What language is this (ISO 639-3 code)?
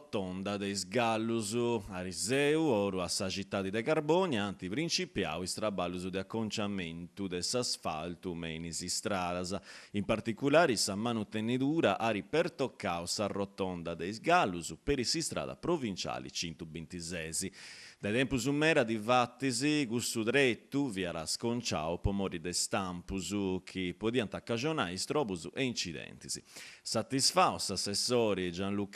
srd